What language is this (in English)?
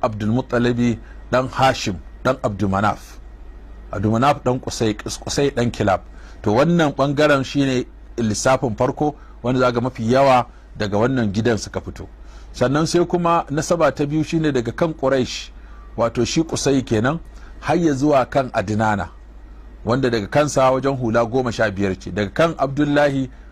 Hausa